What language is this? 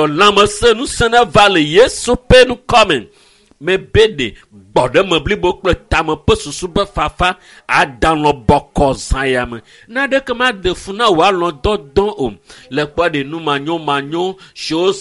Ewe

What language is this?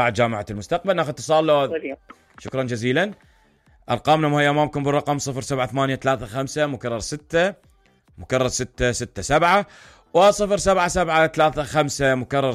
Mesopotamian Arabic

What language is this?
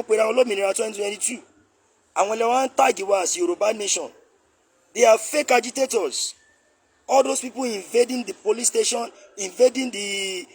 Yoruba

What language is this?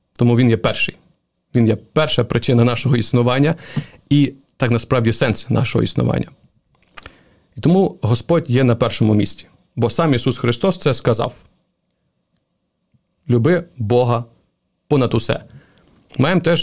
Ukrainian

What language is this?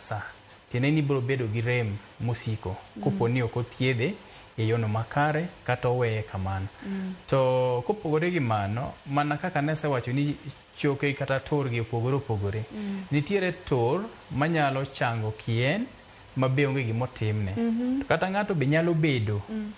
Luo (Kenya and Tanzania)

